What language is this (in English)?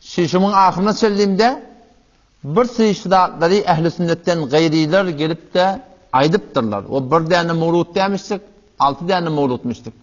Turkmen